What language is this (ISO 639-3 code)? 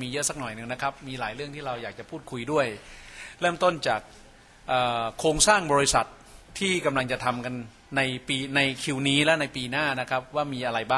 tha